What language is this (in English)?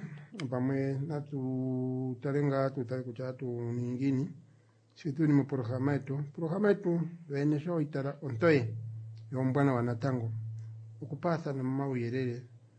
Kuanyama